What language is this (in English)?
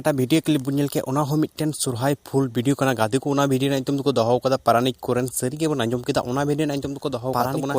Santali